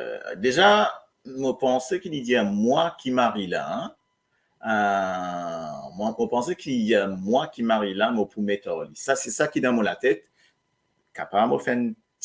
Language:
Morisyen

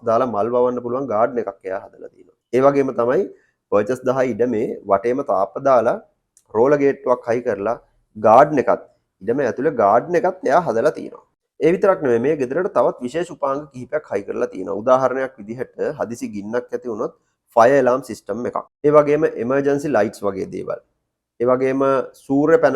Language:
Sinhala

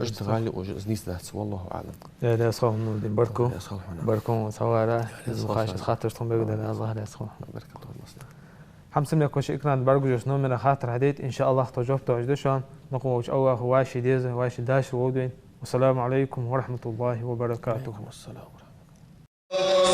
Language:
Ingush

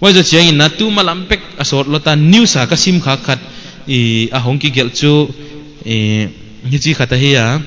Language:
Paite Chin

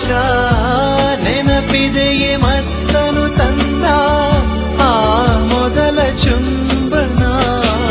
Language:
Kannada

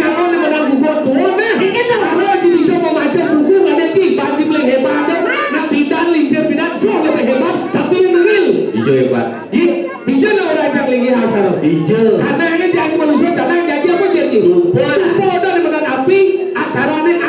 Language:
Balinese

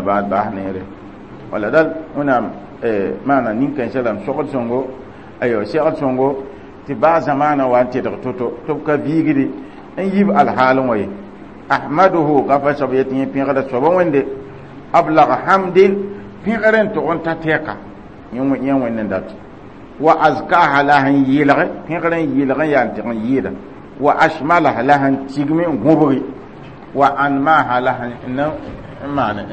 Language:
Mossi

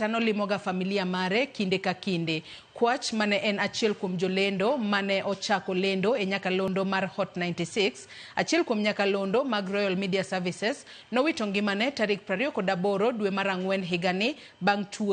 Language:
Luo (Kenya and Tanzania)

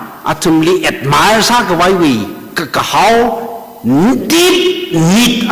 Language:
Tangkhul Naga (India)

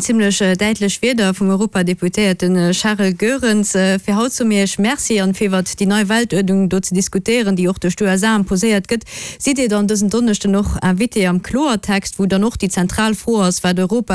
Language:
Luxembourgish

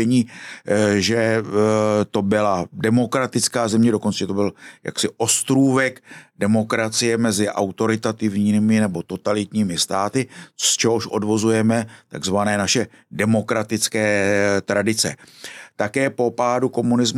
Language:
Czech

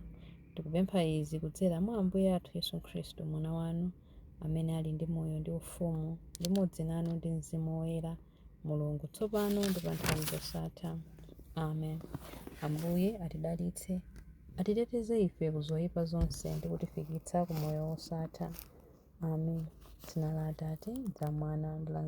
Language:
Nyanja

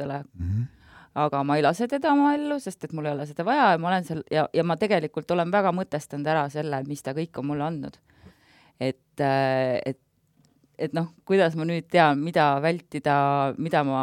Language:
Estonian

